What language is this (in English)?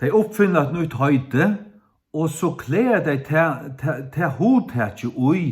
Faroese